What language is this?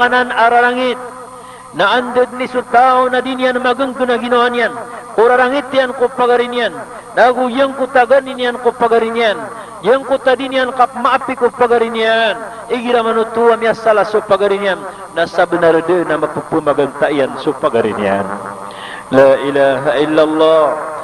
Maranao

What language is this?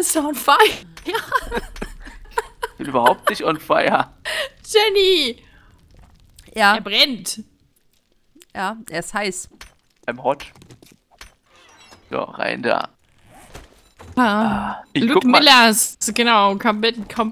German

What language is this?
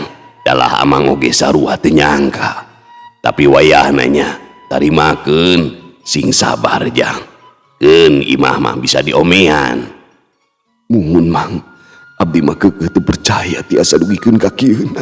Sundanese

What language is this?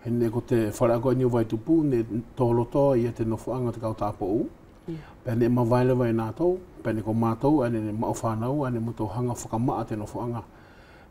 Wallisian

